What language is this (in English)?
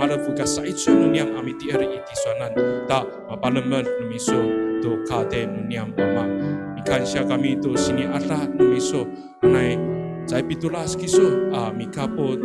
Amis